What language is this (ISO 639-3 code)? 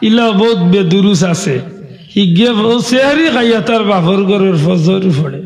syl